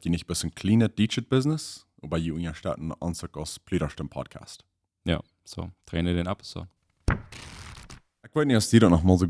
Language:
Plautdietsch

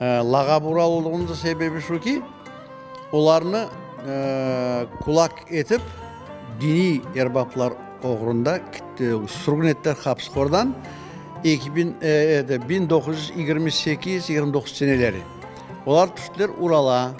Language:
Crimean Tatar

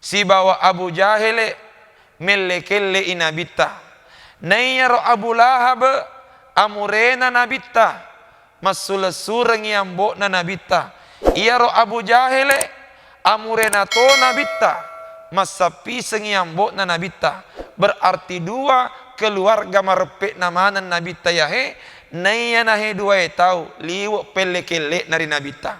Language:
Buginese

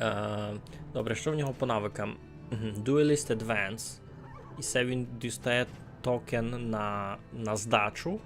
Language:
Rusyn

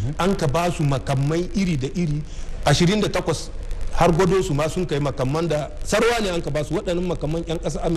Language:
Hausa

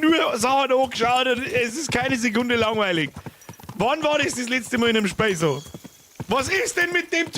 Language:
Bavarian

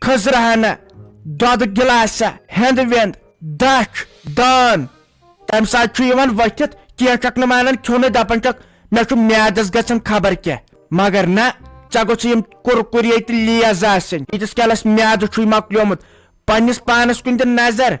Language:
Kashmiri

